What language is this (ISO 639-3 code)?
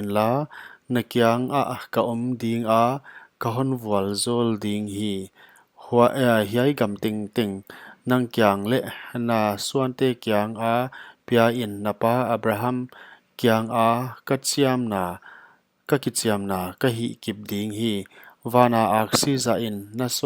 pck